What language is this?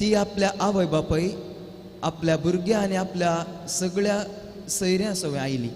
Konkani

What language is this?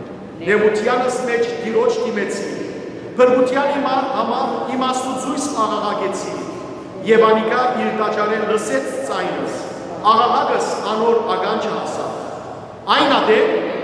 Western Armenian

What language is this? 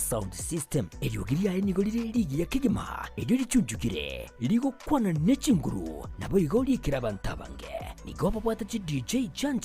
Gusii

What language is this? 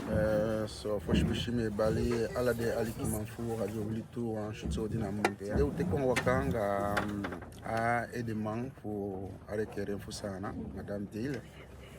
Eastern Maroon Creole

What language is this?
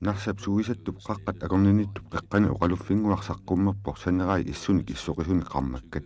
Kalaallisut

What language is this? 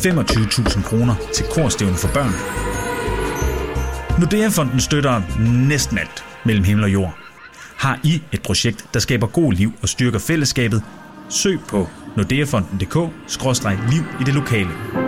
Danish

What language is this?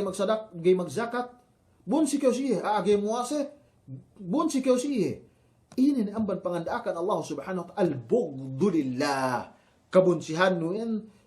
Yakan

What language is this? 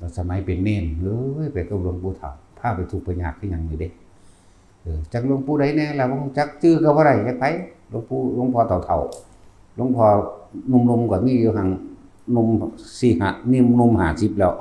Northeastern Thai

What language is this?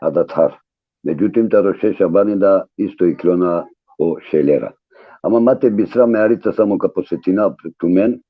Balkan Romani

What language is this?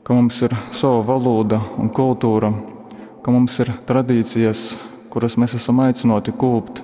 Latgalian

